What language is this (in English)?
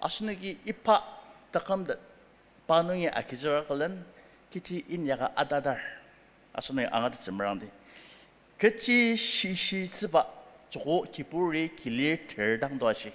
Ao Naga